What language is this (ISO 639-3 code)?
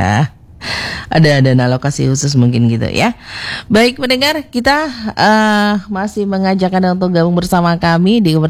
ind